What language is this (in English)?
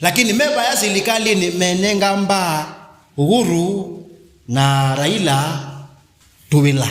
Kamba